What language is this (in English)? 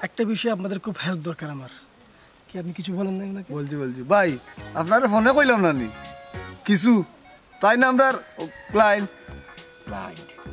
Sylheti